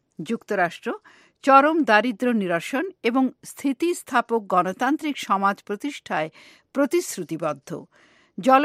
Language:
Bangla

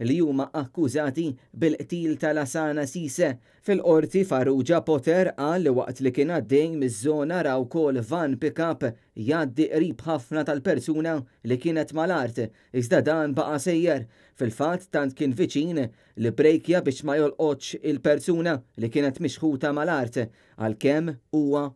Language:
Maltese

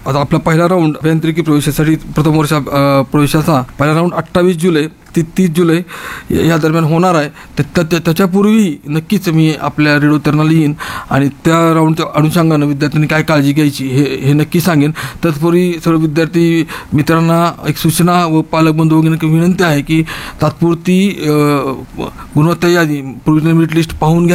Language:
Marathi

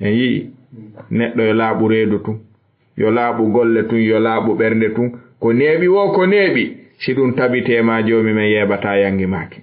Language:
Fula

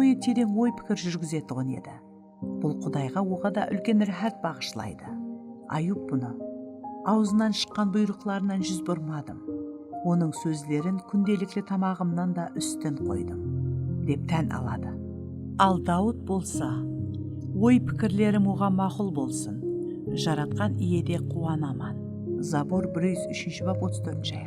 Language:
Kara-Kalpak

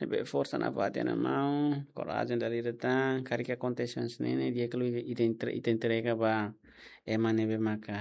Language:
Tetum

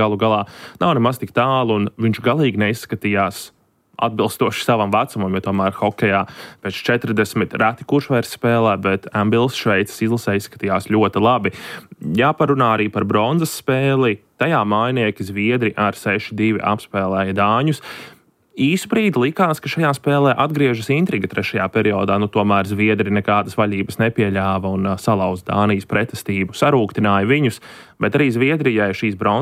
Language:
Latvian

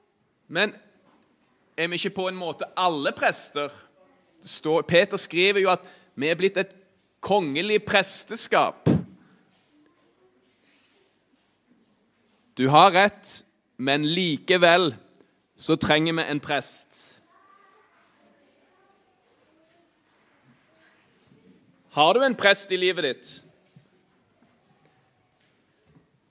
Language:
Norwegian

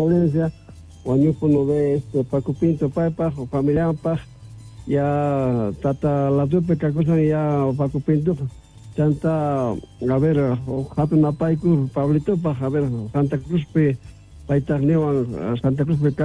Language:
Quechua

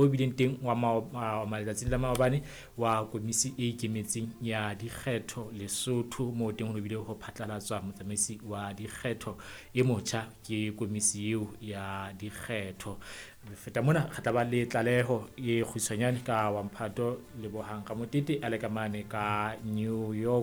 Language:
Southern Sotho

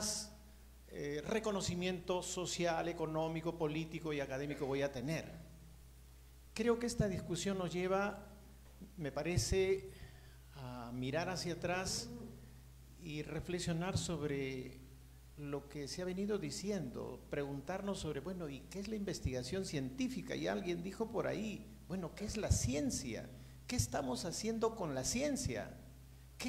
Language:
Spanish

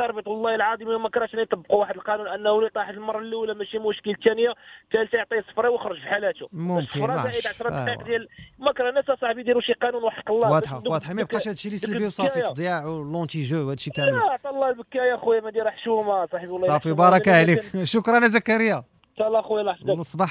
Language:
Moroccan Arabic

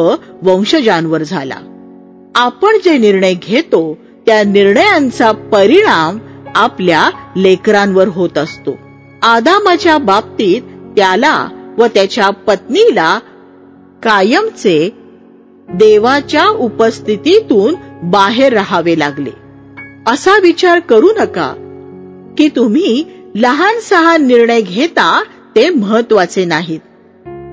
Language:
Marathi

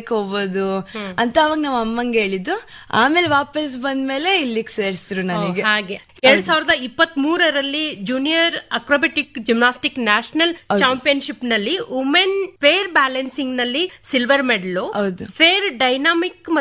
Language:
Kannada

